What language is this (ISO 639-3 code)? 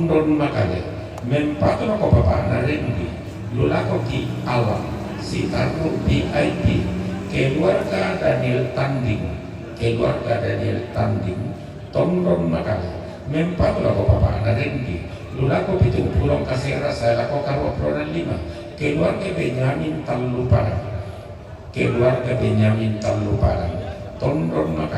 sda